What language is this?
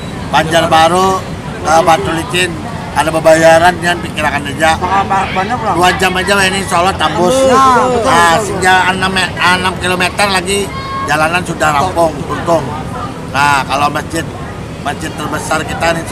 Banjar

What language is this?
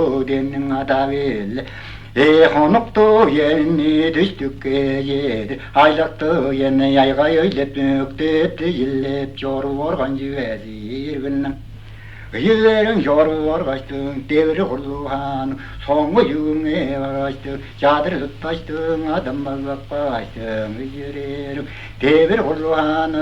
Tuvinian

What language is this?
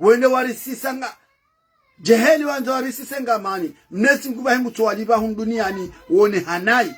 Ngazidja Comorian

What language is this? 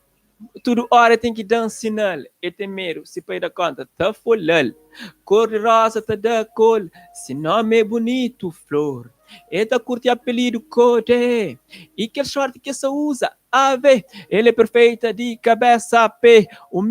Kabuverdianu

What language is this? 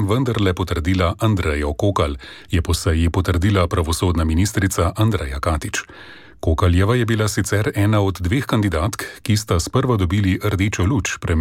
Slovenian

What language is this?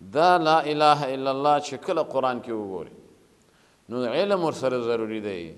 Pashto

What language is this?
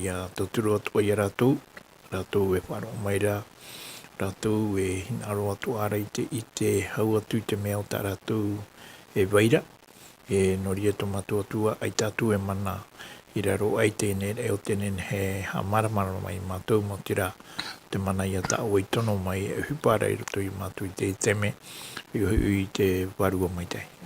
Tahitian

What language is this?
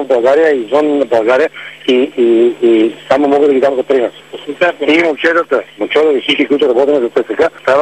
Bulgarian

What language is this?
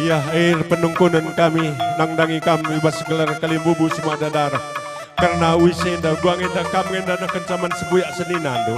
Batak Karo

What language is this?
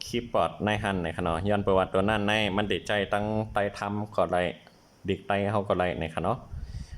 Shan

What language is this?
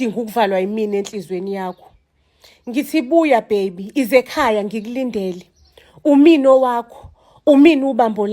Zulu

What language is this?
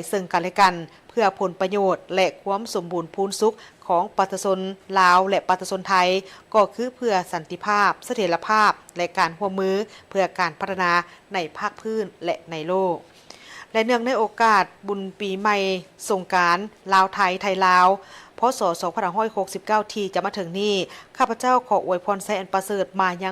Lao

